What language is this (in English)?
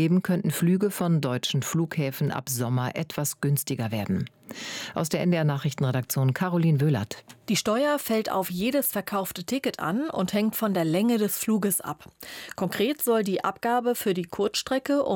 German